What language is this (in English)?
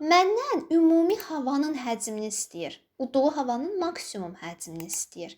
Azerbaijani